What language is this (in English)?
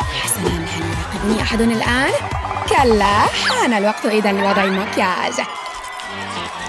Arabic